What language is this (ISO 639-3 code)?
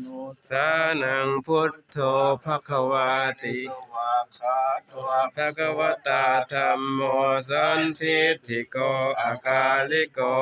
pli